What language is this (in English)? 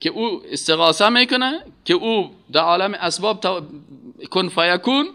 Persian